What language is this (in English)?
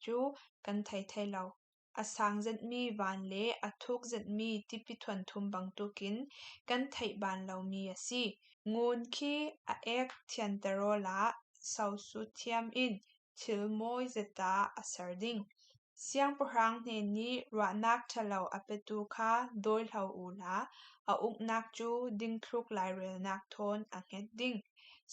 Falam Chin